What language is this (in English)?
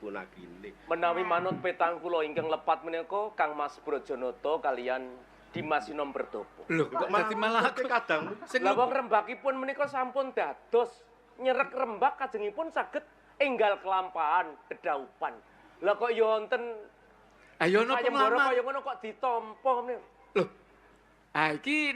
Javanese